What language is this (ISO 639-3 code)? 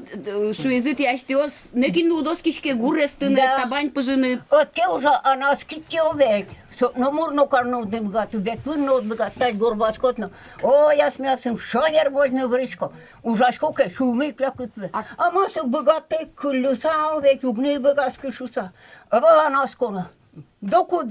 udm